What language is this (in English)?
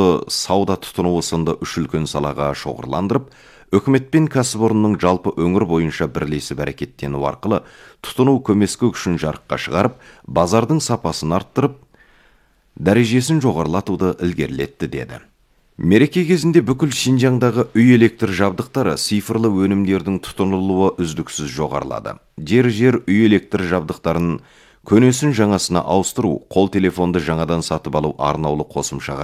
Kazakh